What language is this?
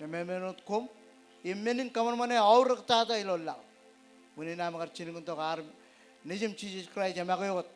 Marshallese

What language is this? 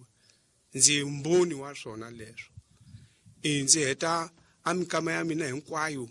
Tsonga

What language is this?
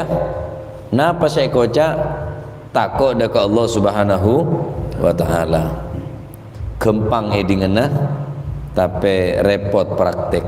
Madurese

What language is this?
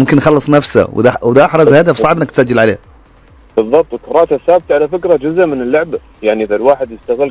Gulf Arabic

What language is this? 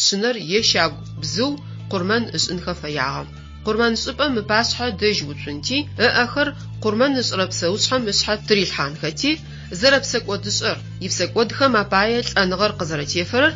Adyghe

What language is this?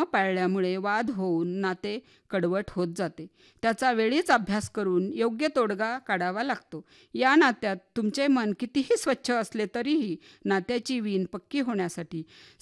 Marathi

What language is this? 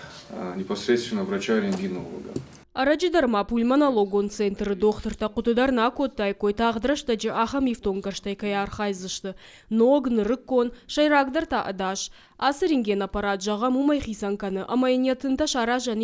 Ossetic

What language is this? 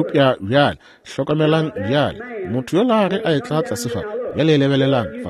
Northern Sotho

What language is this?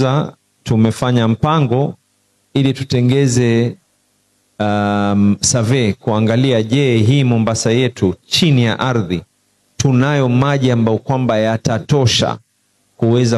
Swahili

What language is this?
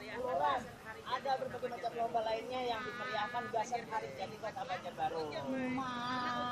Banjar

